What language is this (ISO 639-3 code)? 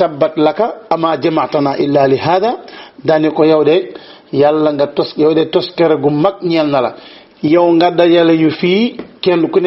wol